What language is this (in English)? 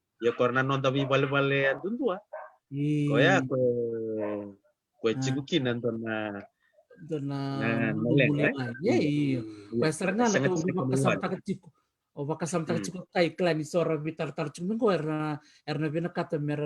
Fijian